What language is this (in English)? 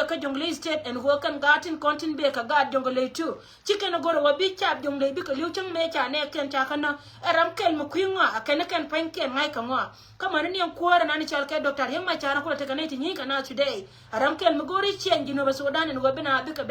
Nuer